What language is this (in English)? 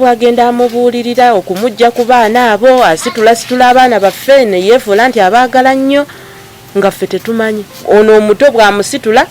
Ganda